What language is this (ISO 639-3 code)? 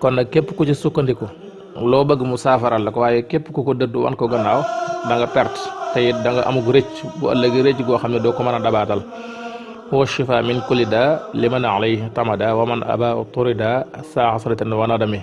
wol